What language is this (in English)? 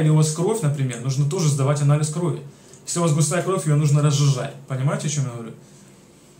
Russian